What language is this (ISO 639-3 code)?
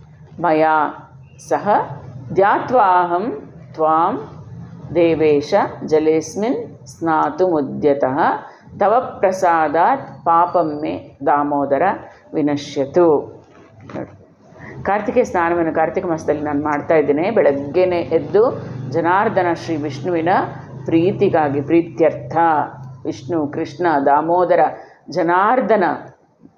kan